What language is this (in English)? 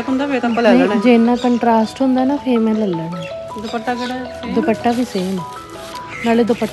Punjabi